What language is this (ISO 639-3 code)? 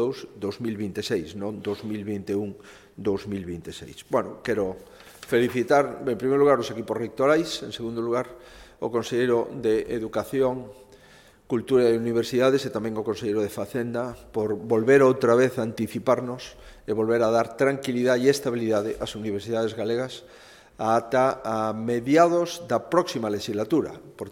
glg